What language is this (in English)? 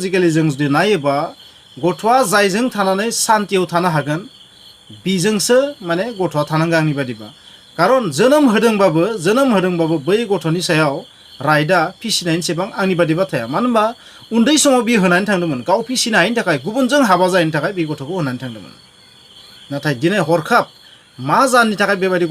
Bodo